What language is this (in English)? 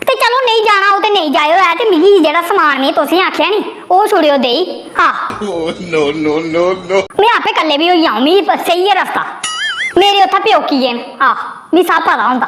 Dogri